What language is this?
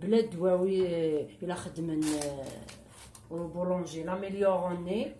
Kabyle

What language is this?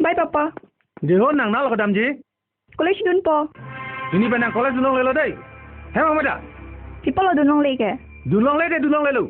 Karbi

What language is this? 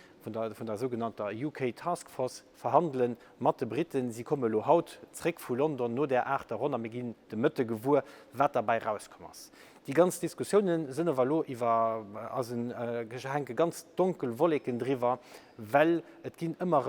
Luxembourgish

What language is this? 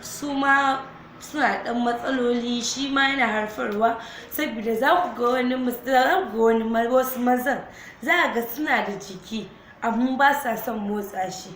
Hausa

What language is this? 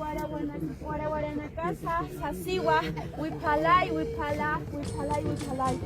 Aymara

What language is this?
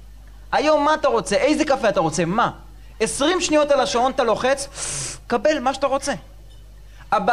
Hebrew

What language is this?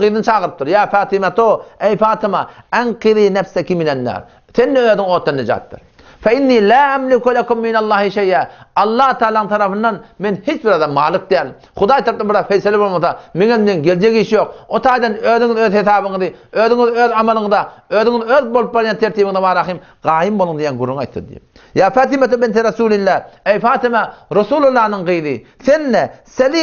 Turkmen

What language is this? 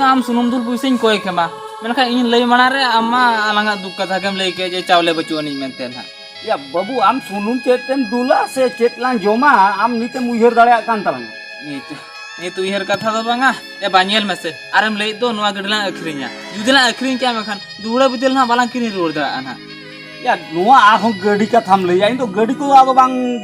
Santali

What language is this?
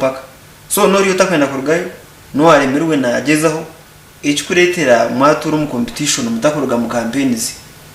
Nyankole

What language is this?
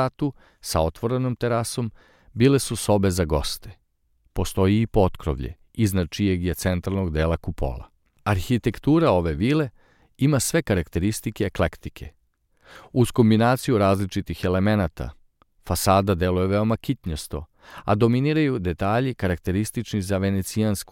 Serbian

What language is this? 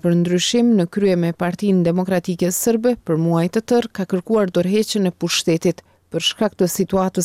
Albanian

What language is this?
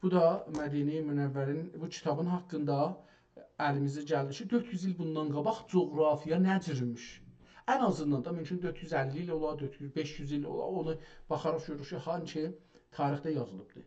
South Azerbaijani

